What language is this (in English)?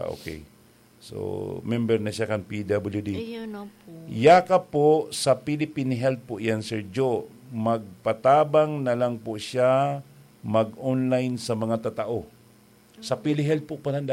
Bikol